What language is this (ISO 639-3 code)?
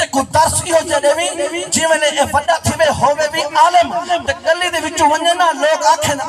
skr